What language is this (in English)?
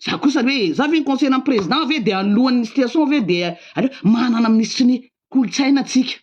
Malagasy